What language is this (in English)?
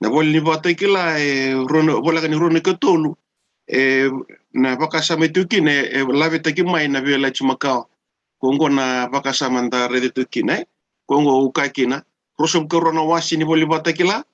Fijian